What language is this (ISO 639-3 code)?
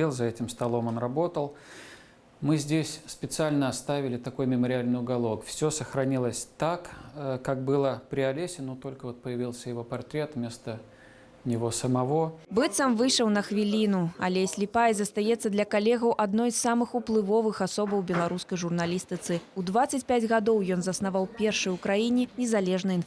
bel